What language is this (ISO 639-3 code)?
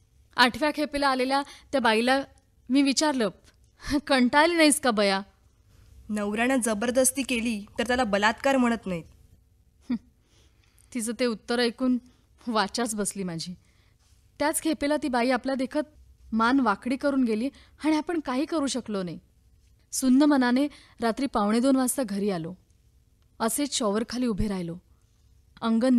mar